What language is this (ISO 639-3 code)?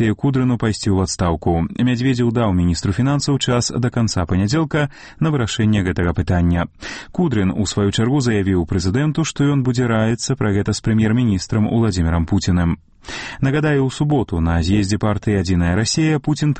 bel